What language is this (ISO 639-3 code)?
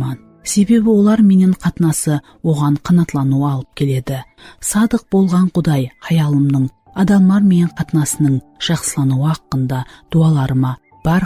kaa